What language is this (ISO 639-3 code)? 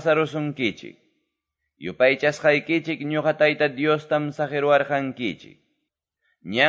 que